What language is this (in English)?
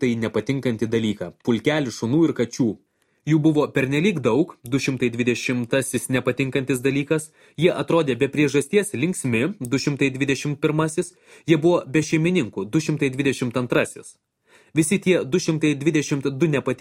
Lithuanian